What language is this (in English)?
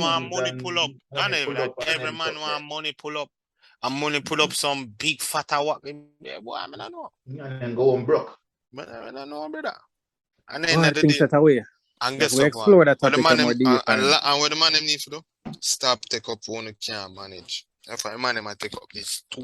Jamaican Creole English